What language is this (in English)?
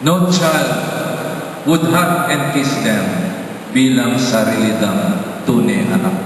Pampanga